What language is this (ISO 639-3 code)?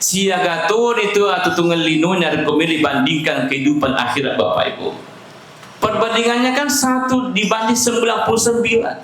bug